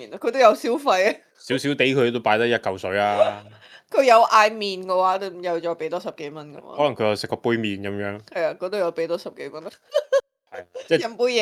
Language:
Cantonese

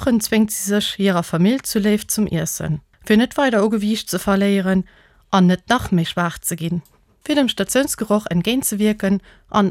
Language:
Luxembourgish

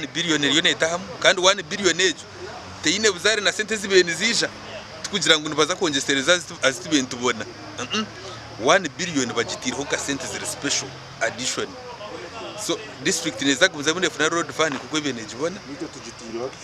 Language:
Nyankole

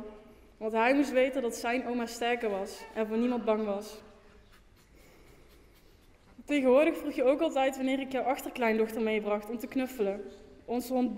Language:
Dutch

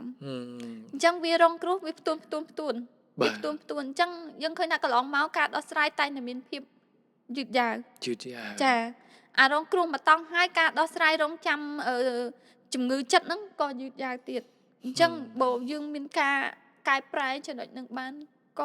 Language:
Khmer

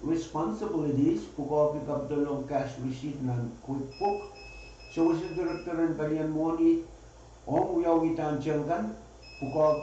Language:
Pohnpeian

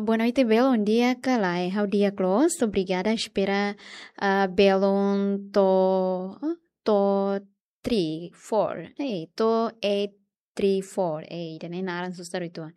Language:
Tetum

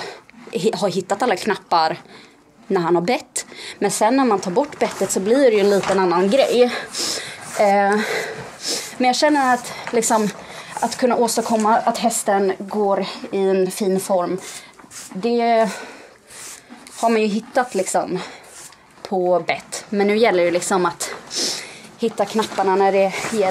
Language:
Swedish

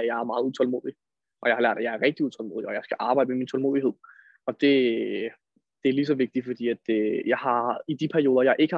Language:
Danish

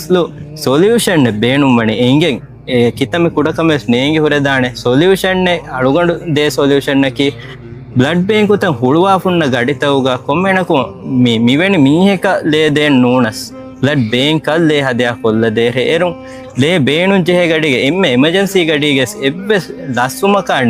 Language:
Divehi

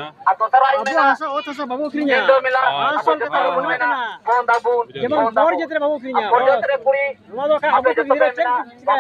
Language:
Santali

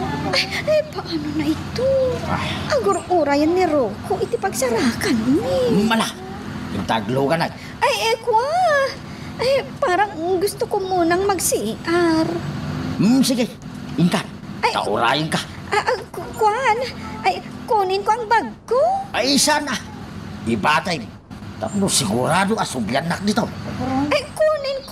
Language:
Iloko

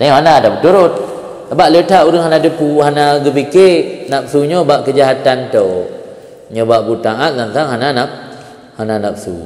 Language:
Achinese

